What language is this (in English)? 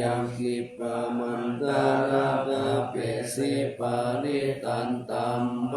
Pali